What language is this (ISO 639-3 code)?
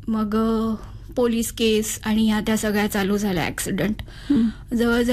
mar